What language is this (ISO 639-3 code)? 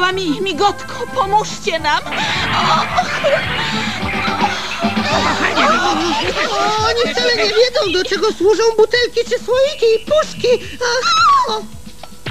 pol